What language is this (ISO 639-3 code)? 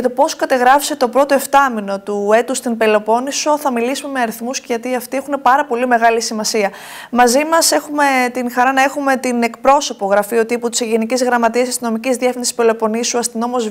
ell